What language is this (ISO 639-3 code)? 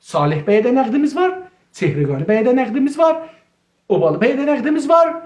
azb